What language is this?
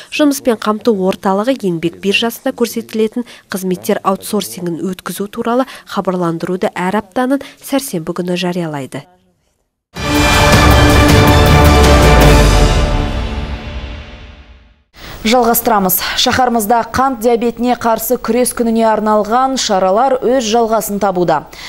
Kazakh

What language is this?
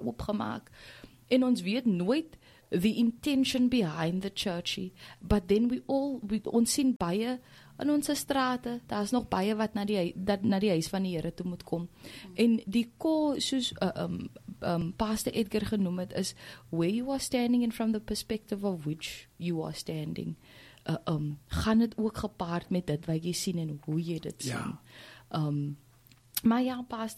Afrikaans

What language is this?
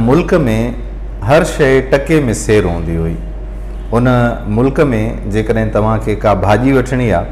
Sindhi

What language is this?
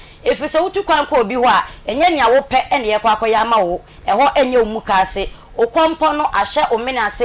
Akan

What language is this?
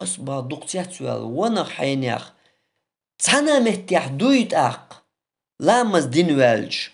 Chechen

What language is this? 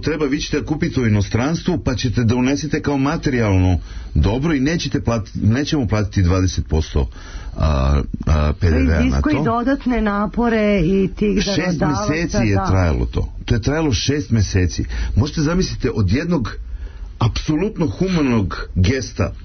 Serbian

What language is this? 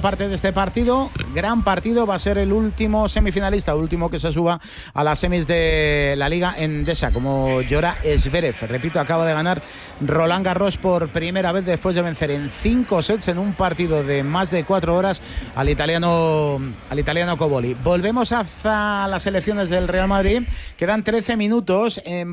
Spanish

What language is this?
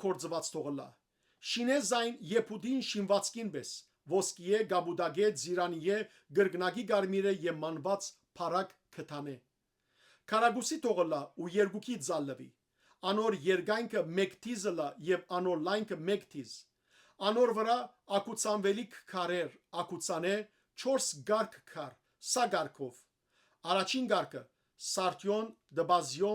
Western Armenian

